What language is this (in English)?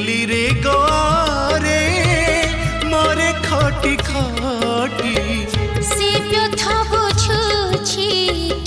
Odia